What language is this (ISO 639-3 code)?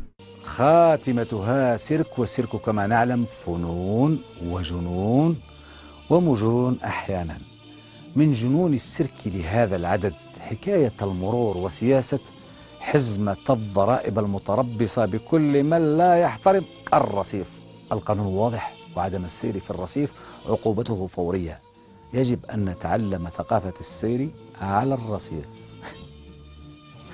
ara